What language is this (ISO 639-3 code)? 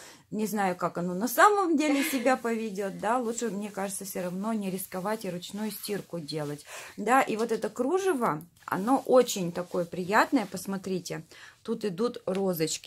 rus